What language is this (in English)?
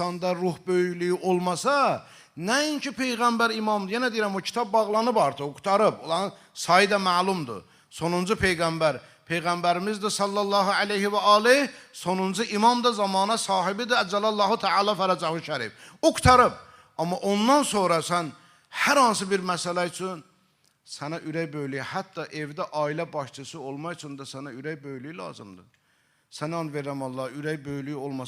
Azerbaijani